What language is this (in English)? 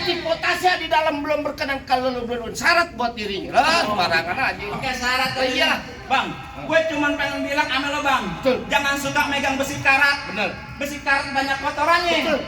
Betawi